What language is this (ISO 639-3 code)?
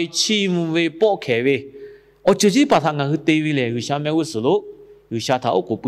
lhu